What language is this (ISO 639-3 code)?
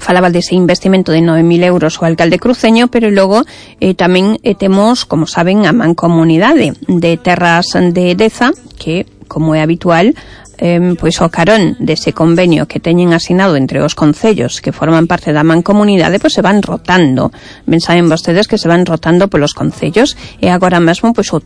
glg